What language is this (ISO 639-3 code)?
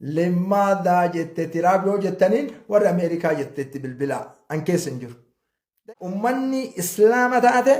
orm